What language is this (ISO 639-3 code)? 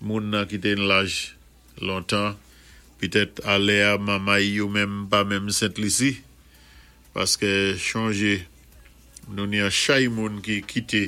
acf